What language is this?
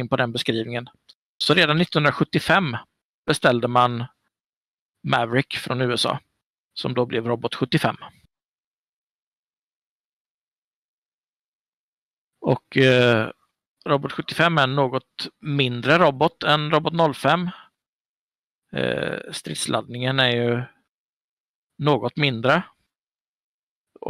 Swedish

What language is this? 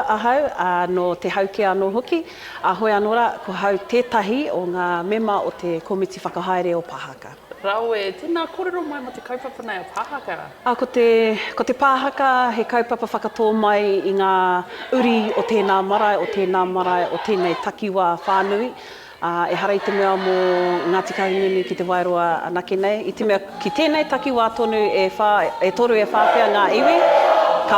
Māori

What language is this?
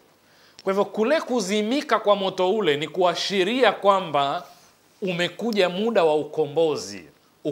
Swahili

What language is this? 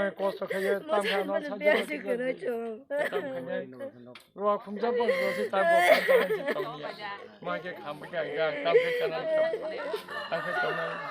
Kok Borok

